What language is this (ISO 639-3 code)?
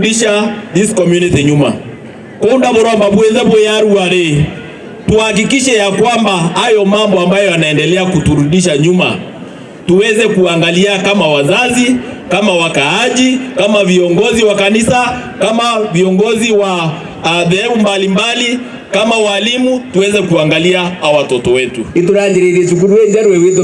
mer